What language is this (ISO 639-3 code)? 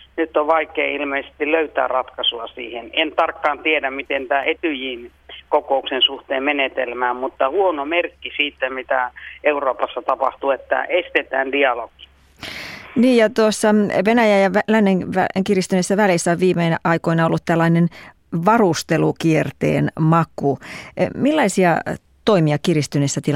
fin